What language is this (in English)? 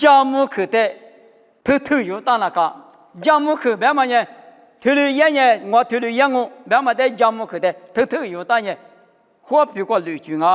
Lisu